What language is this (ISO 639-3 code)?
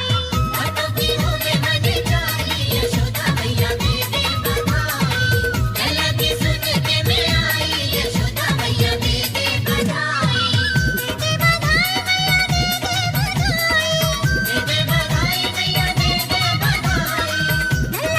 doi